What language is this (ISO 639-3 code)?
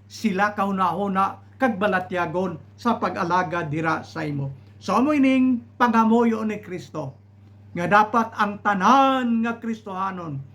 hil